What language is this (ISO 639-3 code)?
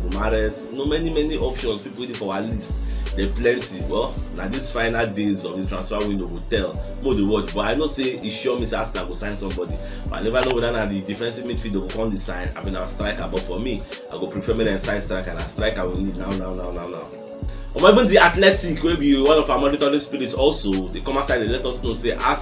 pcm